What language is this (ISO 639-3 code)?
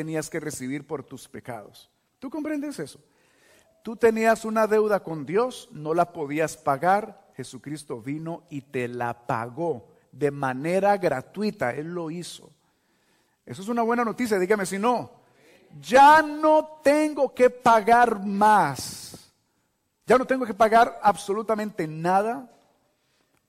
spa